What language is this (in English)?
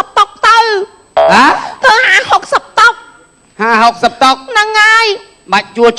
Khmer